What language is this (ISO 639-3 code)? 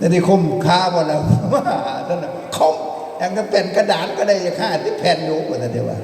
tts